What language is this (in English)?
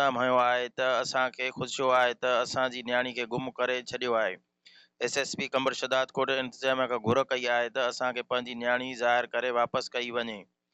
Sindhi